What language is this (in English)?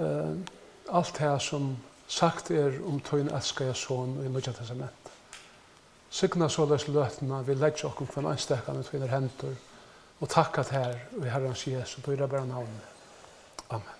Faroese